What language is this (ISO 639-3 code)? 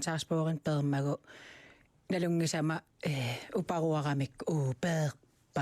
kal